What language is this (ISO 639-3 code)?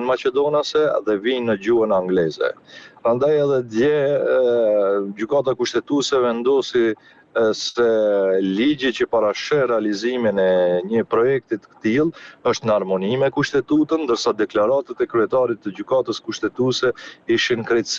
sqi